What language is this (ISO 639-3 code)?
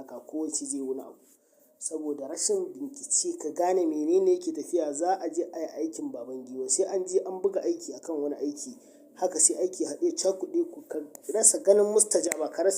hau